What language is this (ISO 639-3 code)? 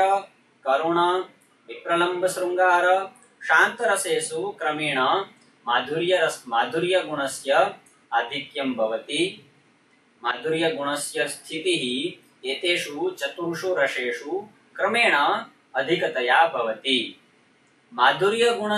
san